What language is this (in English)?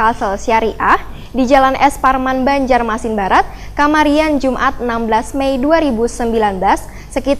Banjar